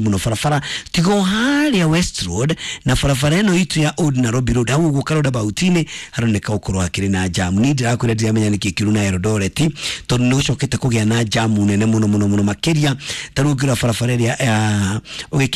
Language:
Kikuyu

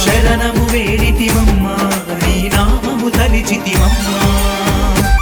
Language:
Telugu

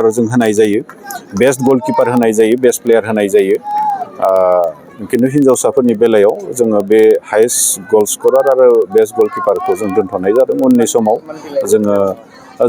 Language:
Bodo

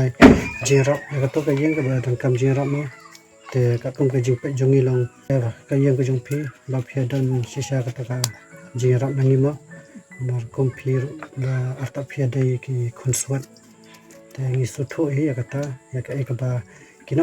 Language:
Khasi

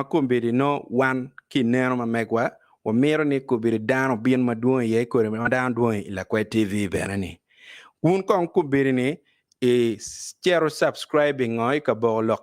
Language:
Acoli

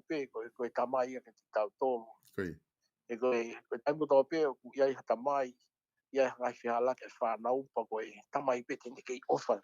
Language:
Tongan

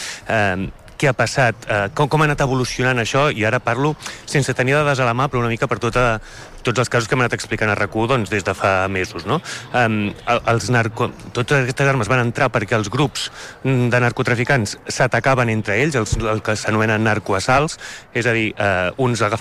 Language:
Catalan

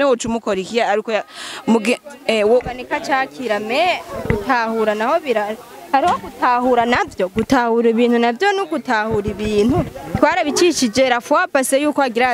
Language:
Rundi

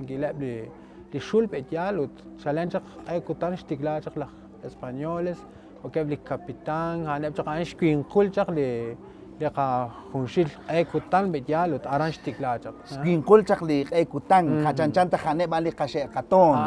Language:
Kekchí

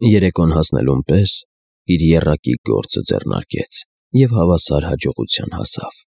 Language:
Armenian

